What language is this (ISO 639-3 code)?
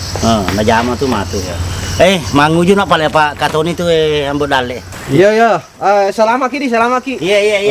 bug